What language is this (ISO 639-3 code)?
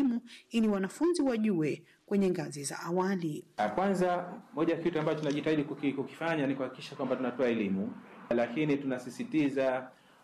swa